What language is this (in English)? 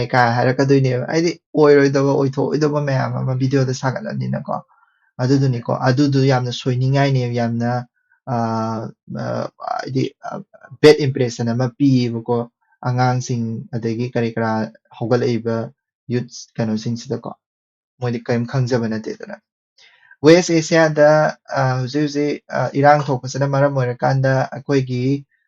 Manipuri